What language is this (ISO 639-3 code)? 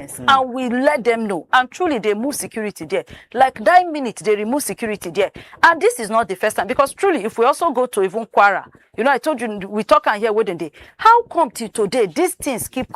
pcm